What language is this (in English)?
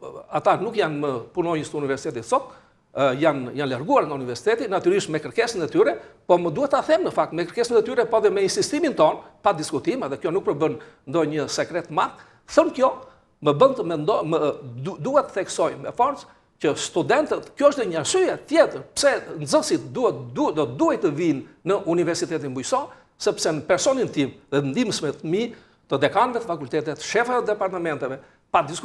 Albanian